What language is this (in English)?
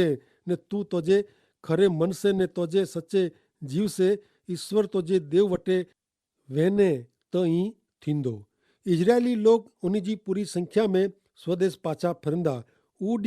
Kachhi